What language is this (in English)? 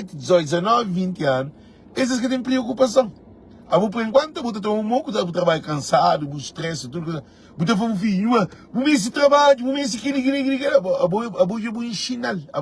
Kabuverdianu